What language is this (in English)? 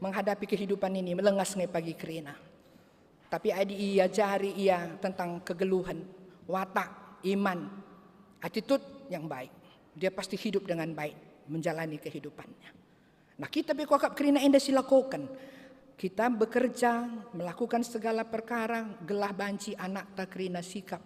Batak Karo